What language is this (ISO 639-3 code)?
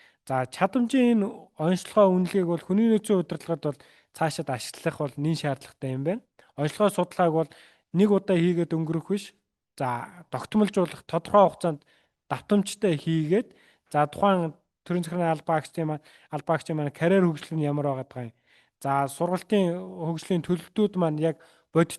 mon